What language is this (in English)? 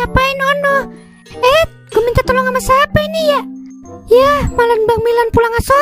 Betawi